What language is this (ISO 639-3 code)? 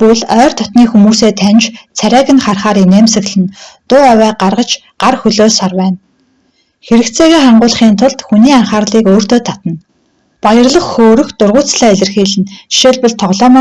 mon